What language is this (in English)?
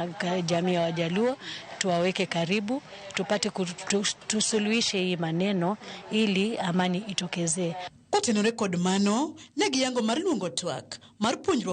Luo (Kenya and Tanzania)